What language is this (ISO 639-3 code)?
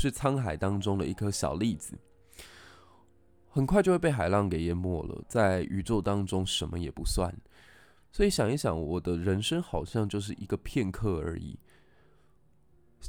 zho